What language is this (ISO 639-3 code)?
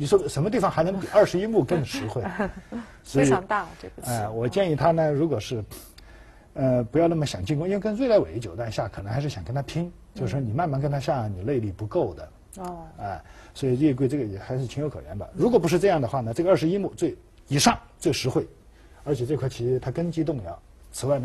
zho